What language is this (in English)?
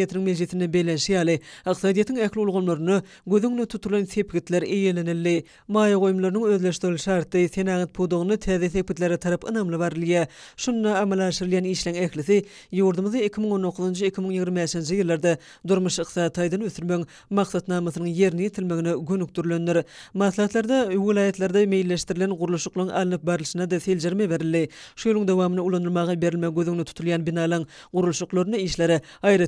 Turkmen